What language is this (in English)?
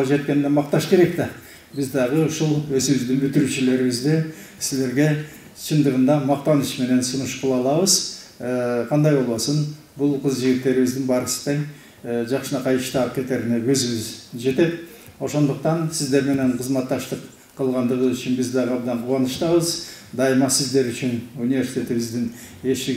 Kyrgyz